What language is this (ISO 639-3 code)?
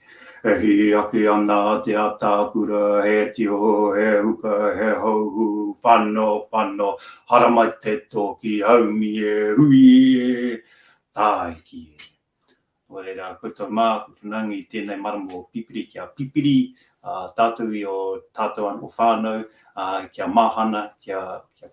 mri